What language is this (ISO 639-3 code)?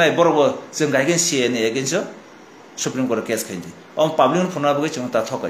trp